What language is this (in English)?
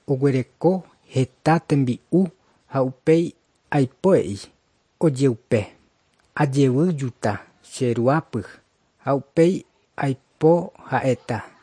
Guarani